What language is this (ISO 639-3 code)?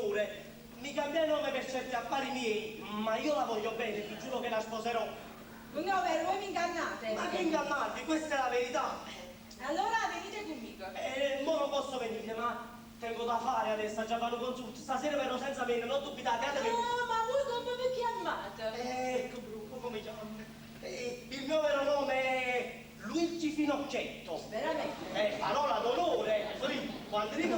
nap